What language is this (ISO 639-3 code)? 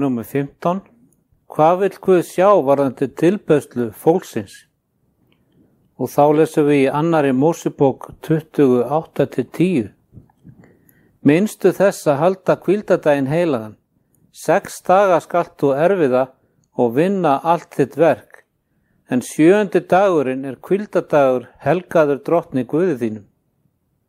isl